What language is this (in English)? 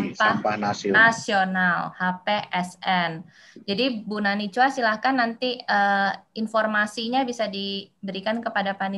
Indonesian